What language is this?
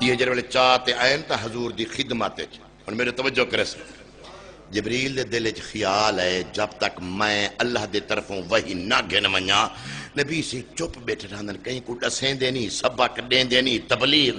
Saraiki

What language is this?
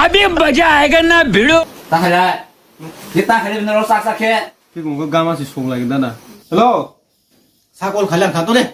Kok Borok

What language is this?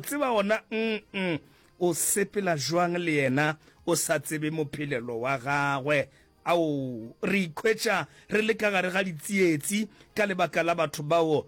Northern Sotho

